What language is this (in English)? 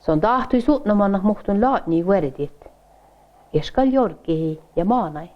Northern Sami